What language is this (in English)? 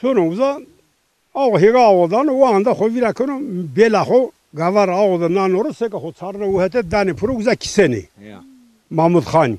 Zaza